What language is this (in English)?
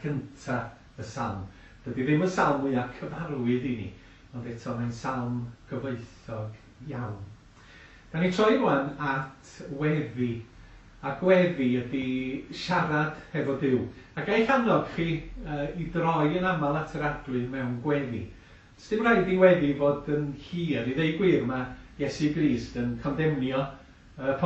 Welsh